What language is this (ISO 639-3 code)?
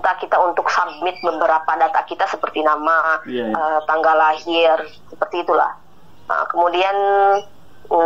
ind